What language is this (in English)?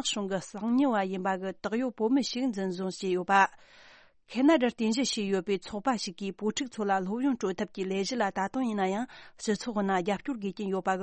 Tibetan